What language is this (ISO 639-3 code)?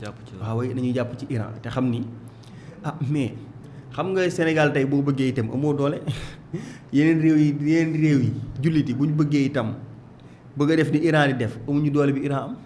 wol